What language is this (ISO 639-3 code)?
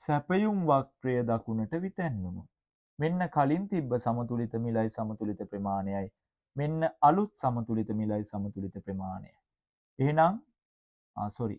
sin